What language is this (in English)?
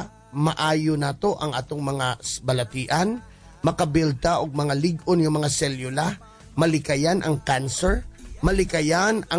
Cebuano